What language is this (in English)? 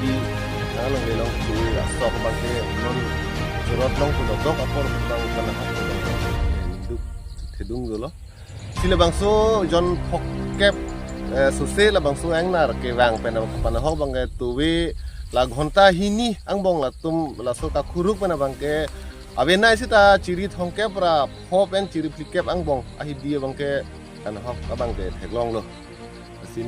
Karbi